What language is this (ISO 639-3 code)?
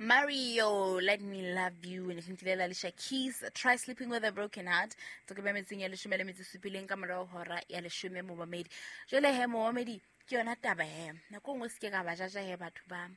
sot